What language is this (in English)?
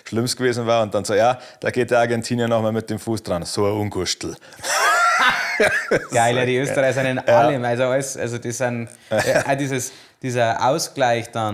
Bavarian